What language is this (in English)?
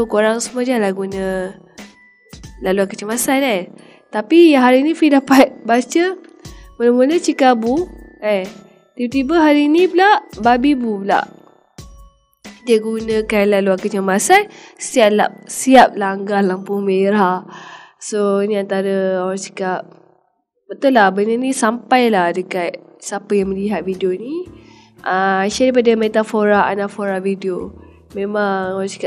Malay